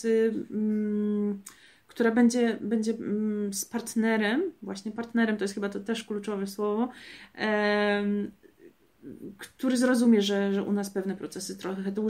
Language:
Polish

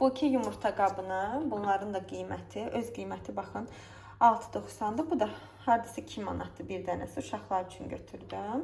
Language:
Azerbaijani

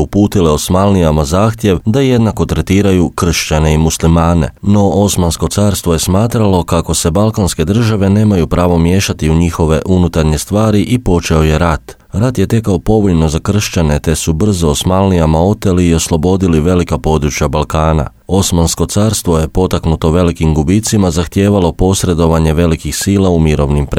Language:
Croatian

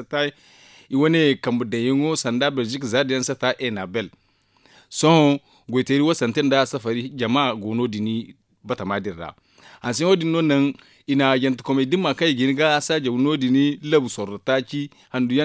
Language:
Zarma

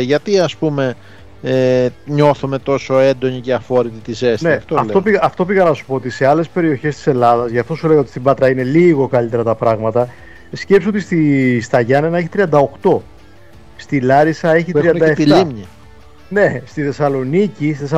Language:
Greek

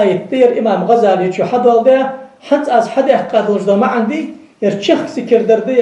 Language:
Ingush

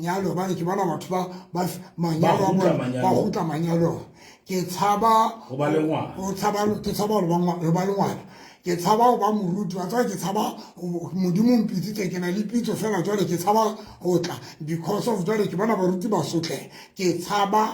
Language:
Southern Sotho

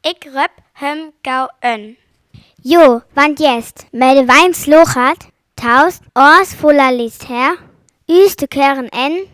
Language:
Northern Frisian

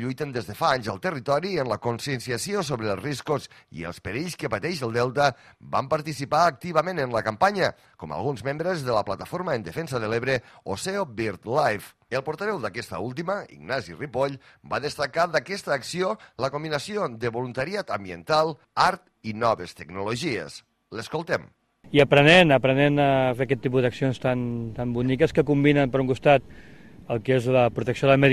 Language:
Catalan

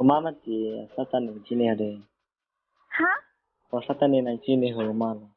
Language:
Karbi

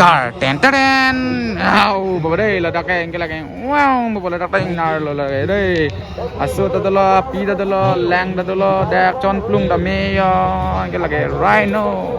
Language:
Karbi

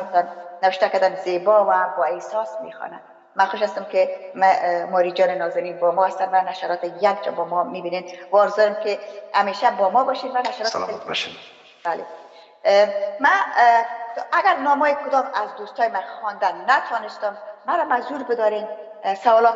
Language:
Persian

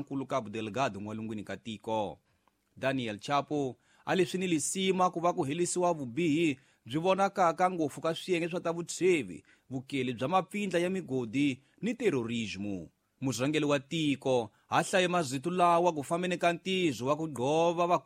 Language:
Tsonga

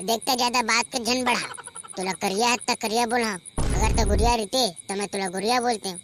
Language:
Chhattisgarhi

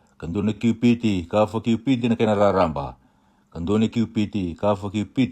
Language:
Fijian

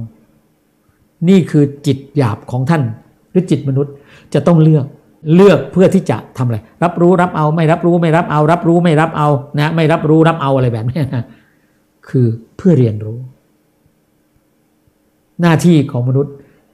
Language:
Thai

